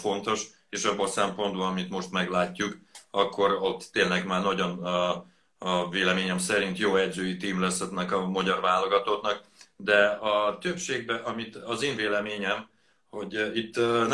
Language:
Hungarian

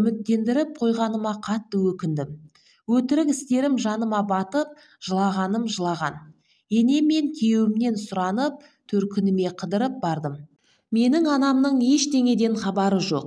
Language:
Kazakh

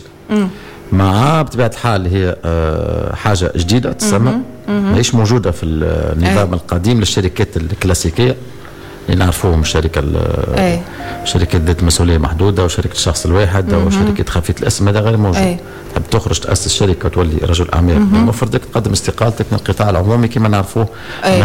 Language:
Tunisian Arabic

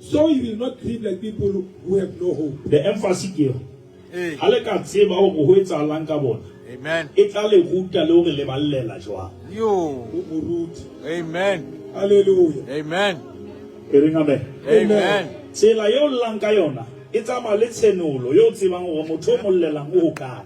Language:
Southern Sotho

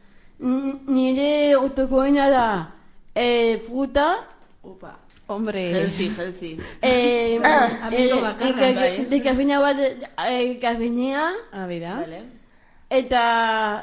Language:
Basque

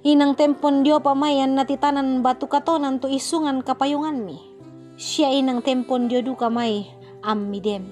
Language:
Toraja-Sa'dan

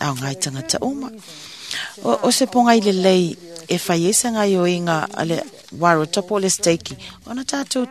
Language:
Samoan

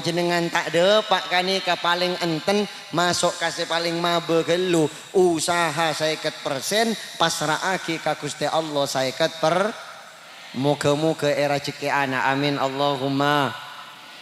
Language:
Madurese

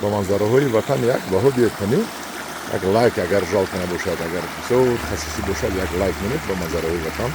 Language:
Tajik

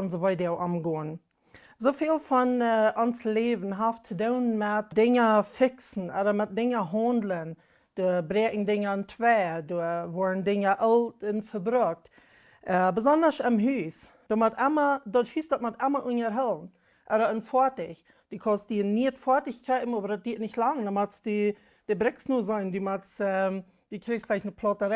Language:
Plautdietsch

